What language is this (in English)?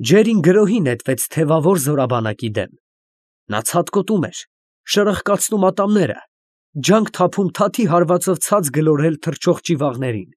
Armenian